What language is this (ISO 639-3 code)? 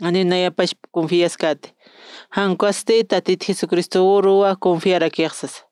aym